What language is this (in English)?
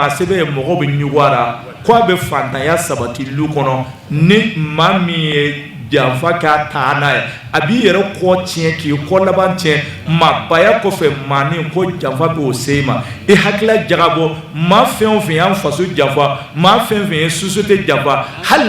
Bambara